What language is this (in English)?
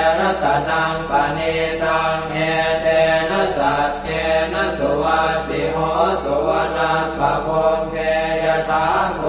Pali